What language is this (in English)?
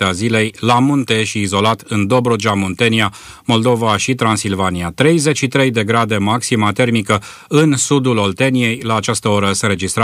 Romanian